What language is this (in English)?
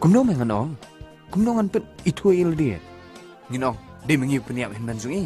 Khasi